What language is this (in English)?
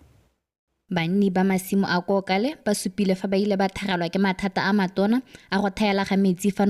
Tswana